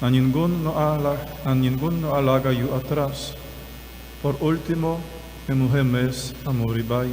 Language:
Papiamento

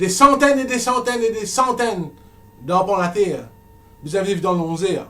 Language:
Morisyen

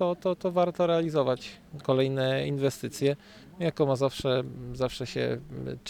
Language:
Polish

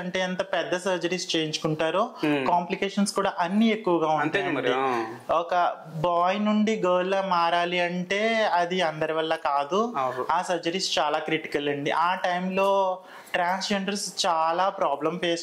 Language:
Telugu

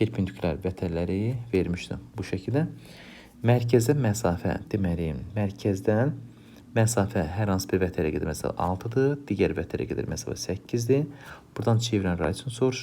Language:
Azerbaijani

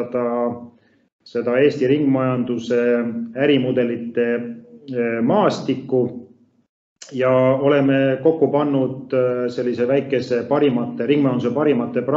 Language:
Estonian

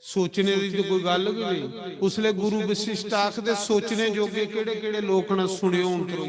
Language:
Dogri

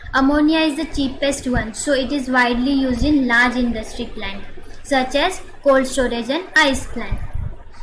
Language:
Marathi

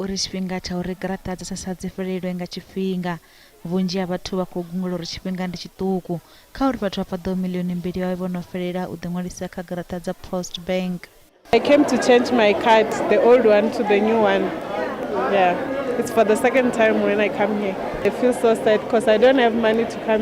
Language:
Venda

